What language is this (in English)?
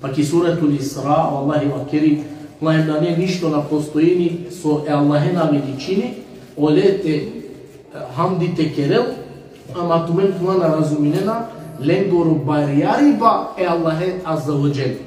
Balkan Romani